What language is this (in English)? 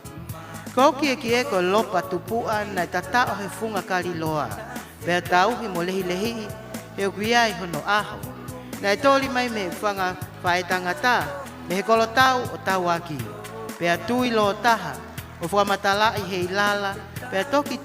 Tongan